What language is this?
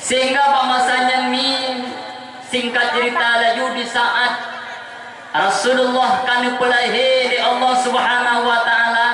Achinese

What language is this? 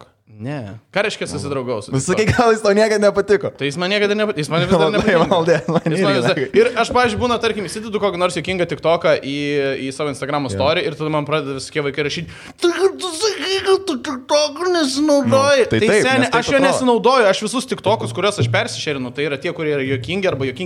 Lithuanian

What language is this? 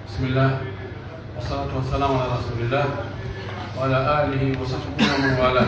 Pular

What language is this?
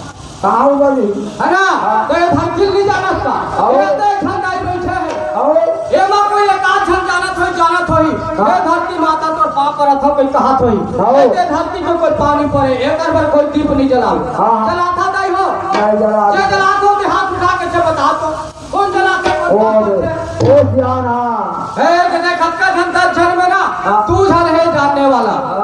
Chhattisgarhi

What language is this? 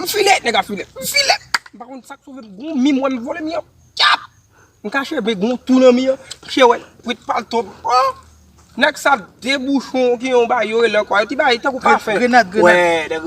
Haitian Creole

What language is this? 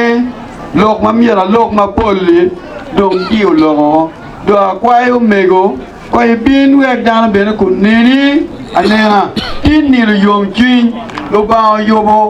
Acoli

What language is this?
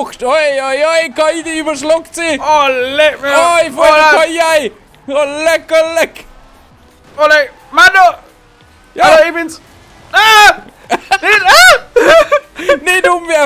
Bavarian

